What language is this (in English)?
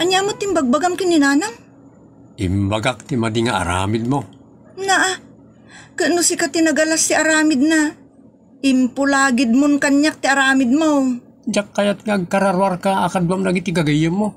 Iloko